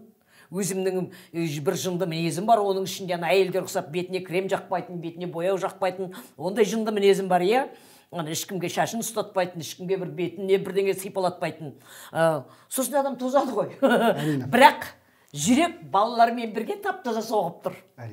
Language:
Kazakh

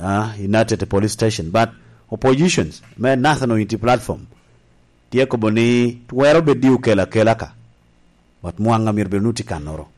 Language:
Lango (Uganda)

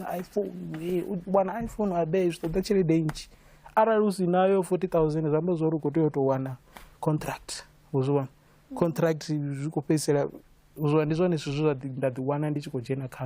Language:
Venda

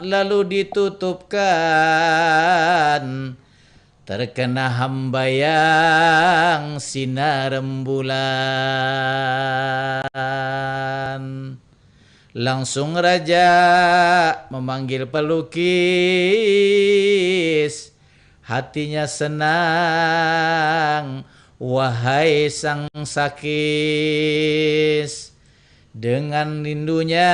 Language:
Banjar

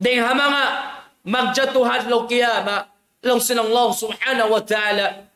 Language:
Tausug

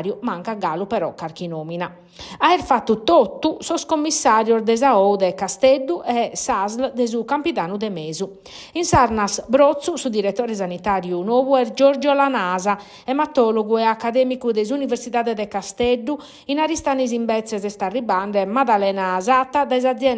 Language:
Sardinian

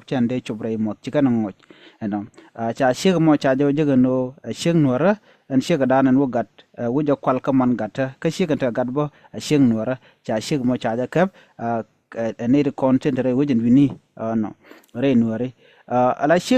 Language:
Nuer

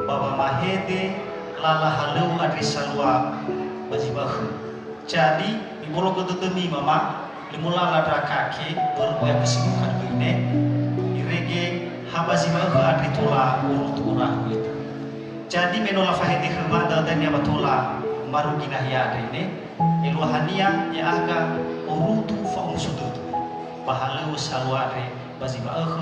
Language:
Nias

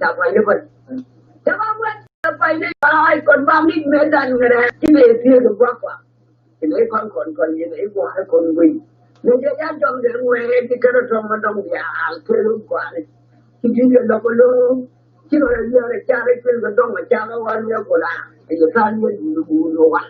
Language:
Nuer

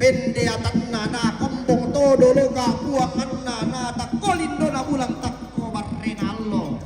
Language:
Toraja-Sa'dan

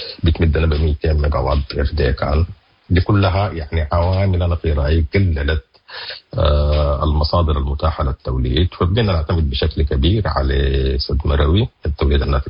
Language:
Sudanese Arabic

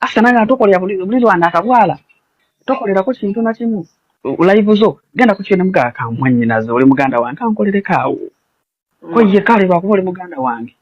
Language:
Ganda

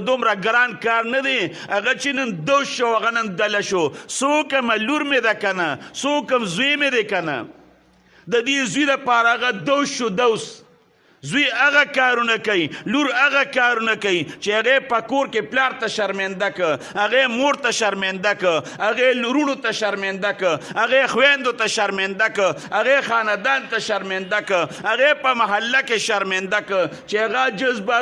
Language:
Pashto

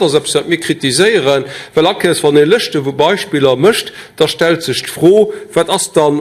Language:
Luxembourgish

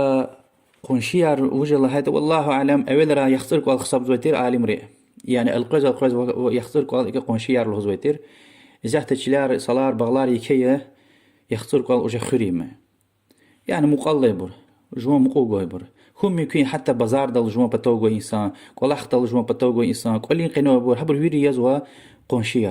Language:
Lezghian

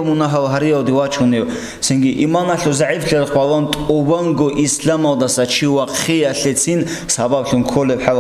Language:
Avaric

